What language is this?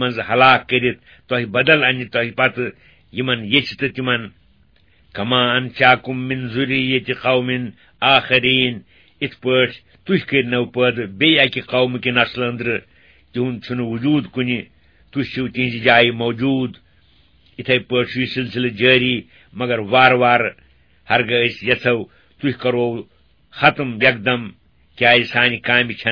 Kashmiri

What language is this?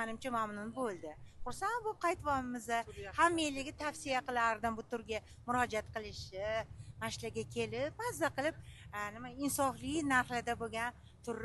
Uzbek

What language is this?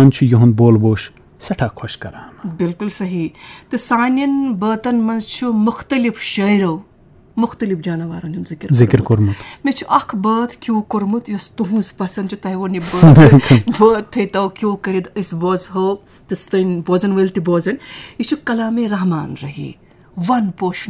Kashmiri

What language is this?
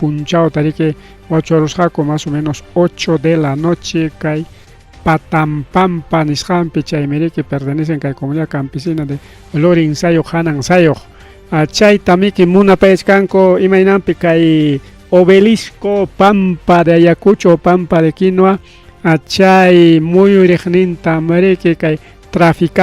Ayacucho Quechua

